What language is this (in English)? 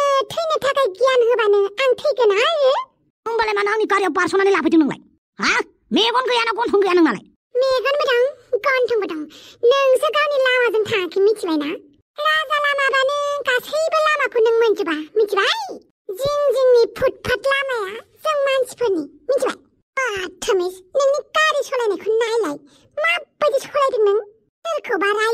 Bodo